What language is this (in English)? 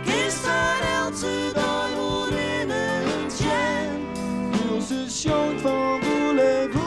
Western Frisian